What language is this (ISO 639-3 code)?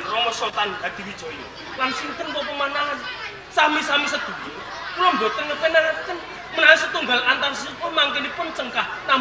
jav